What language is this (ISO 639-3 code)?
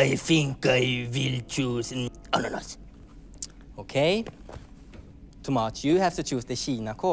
swe